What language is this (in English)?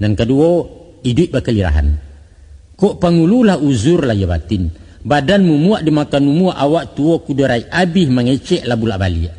Minangkabau